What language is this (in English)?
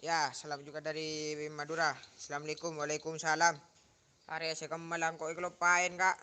Madurese